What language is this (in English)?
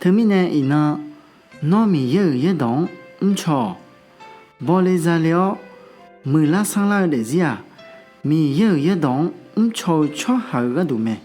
Akha